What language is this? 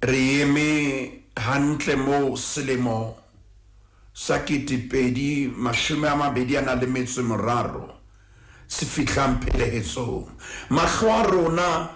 Southern Sotho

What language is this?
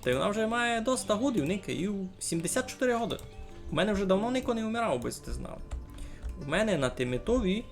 Rusyn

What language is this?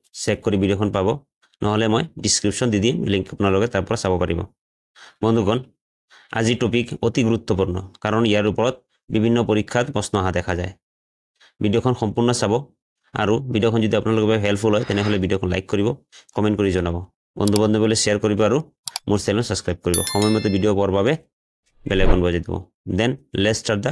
Assamese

